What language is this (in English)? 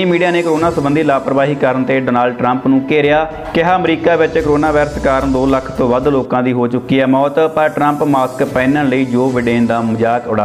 Punjabi